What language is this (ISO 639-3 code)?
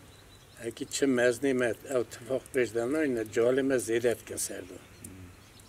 kur